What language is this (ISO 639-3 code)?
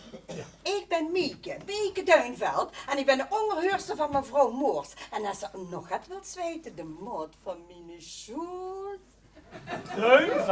lim